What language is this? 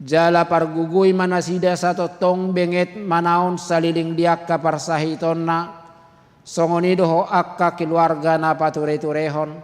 Batak Toba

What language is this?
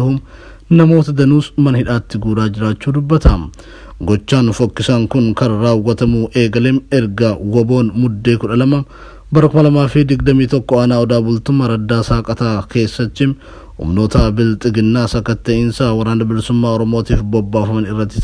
Oromo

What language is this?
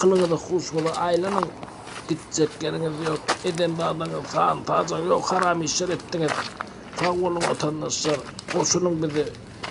Turkmen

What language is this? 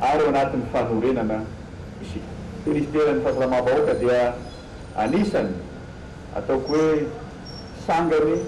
Malagasy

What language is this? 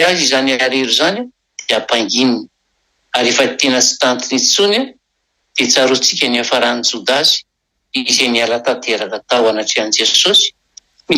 Malagasy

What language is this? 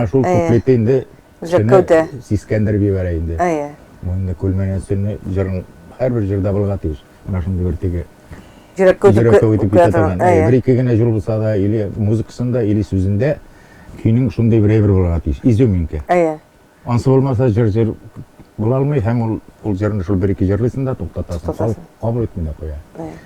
Tatar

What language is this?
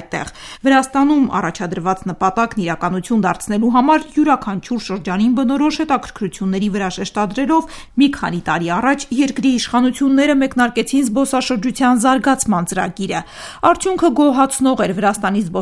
Armenian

